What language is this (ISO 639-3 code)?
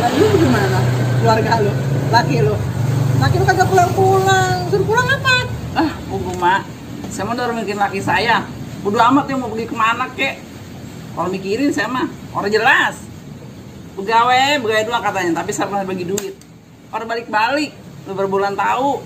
bew